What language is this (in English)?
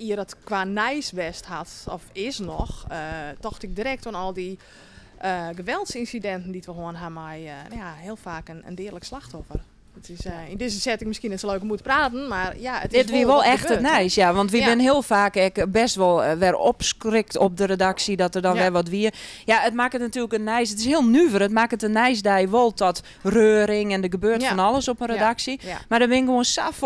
Western Frisian